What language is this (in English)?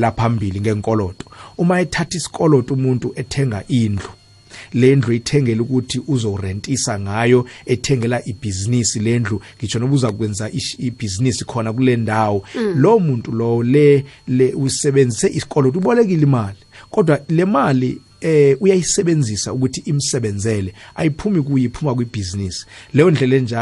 South Ndebele